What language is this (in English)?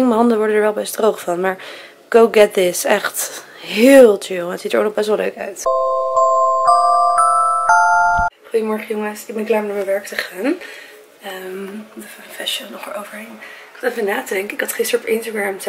Dutch